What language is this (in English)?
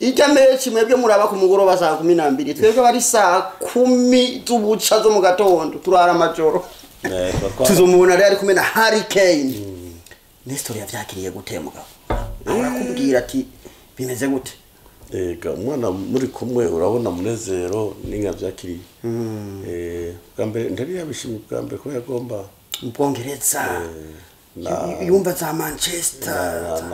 Rundi